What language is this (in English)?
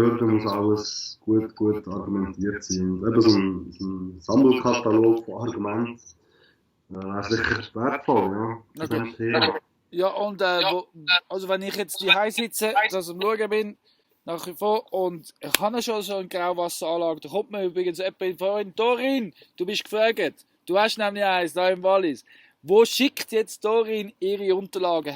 Swiss German